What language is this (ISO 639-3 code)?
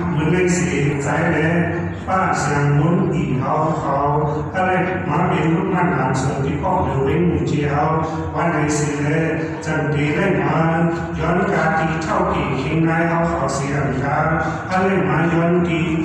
shn